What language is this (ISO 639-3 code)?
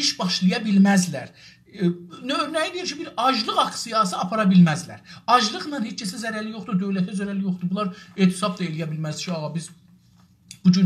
azb